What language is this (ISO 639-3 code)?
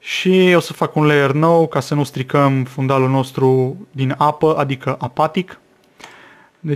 ron